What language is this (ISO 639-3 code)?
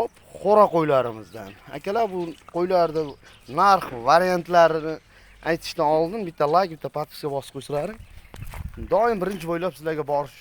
uzb